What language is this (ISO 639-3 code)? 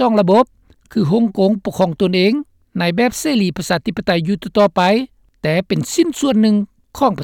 lao